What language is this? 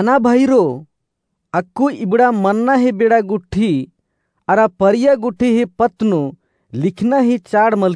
Kurukh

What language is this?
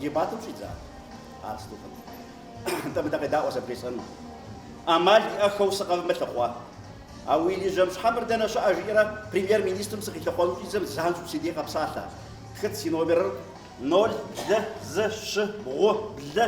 Kabardian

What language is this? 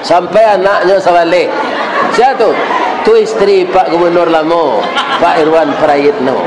Minangkabau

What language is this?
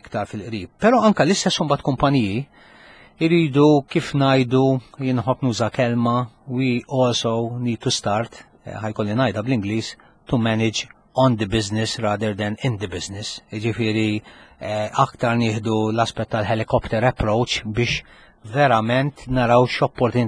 Maltese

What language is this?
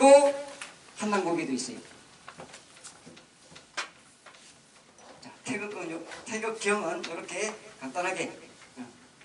Korean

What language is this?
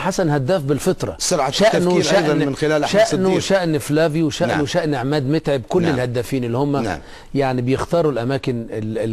Egyptian Arabic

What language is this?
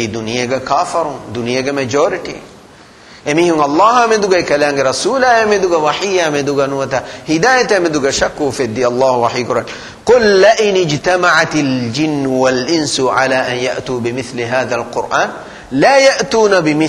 Divehi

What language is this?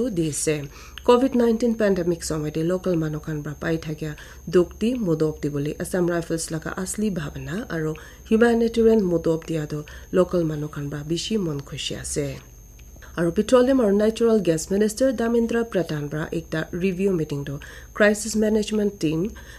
Naga Pidgin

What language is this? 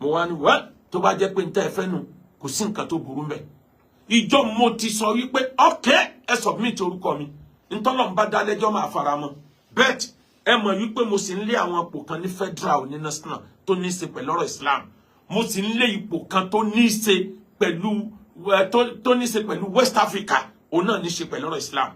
Yoruba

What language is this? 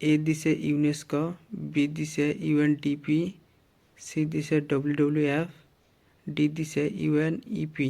Assamese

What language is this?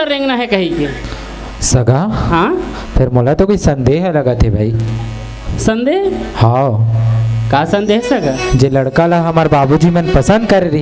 Chhattisgarhi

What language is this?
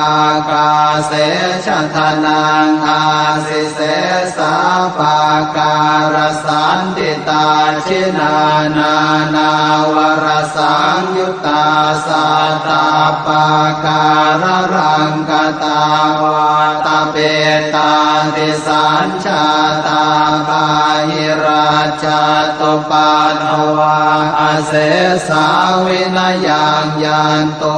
Pali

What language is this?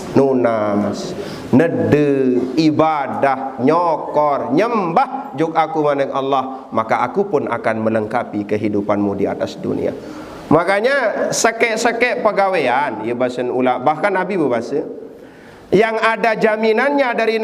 Sasak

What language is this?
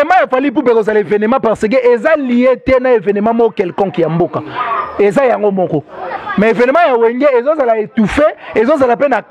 Lingala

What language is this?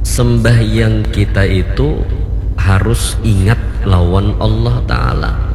Banjar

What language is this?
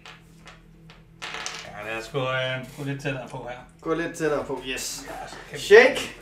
Danish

